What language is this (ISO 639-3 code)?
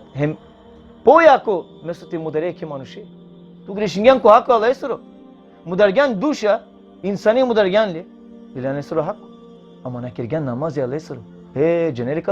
rmn